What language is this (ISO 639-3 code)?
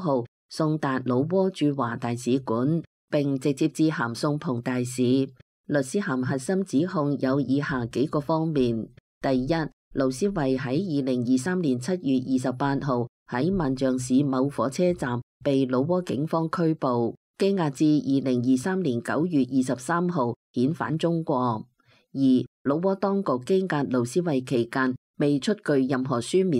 yue